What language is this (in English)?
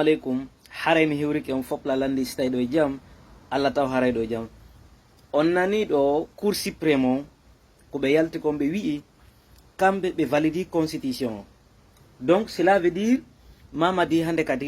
Fula